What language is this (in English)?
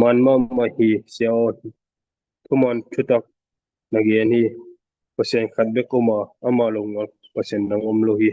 Tedim Chin